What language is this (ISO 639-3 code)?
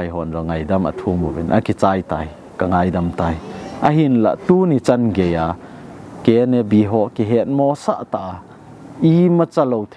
tcz